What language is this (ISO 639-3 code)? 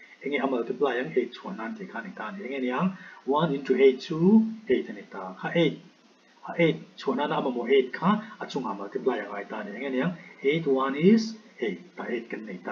lus